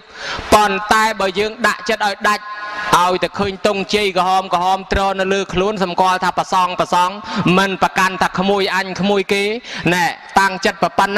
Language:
Khmer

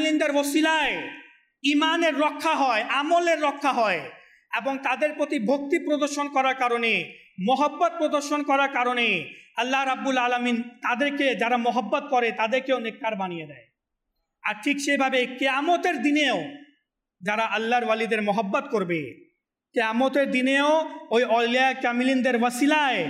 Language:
Bangla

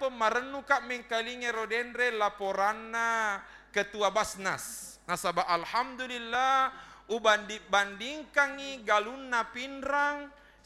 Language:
Buginese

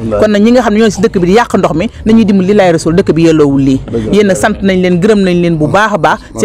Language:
Wolof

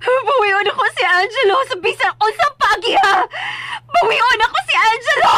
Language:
Cebuano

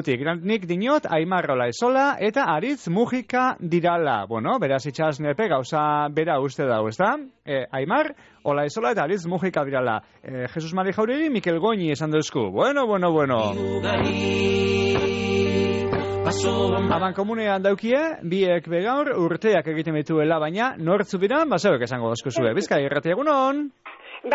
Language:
Basque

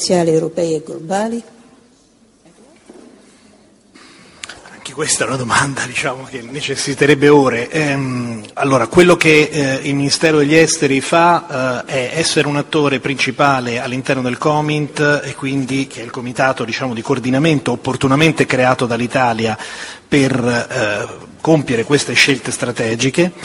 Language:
Italian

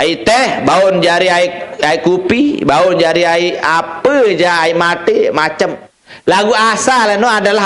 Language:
Sasak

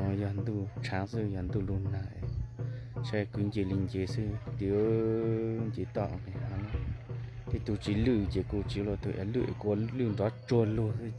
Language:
Hmong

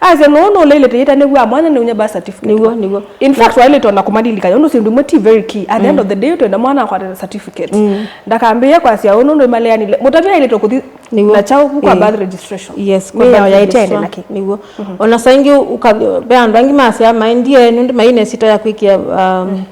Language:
Kamba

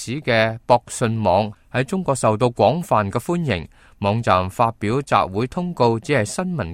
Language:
Cantonese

